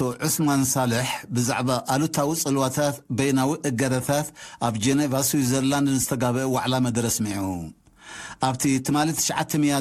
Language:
Tigrinya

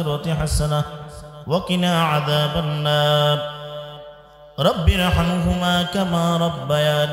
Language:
Bangla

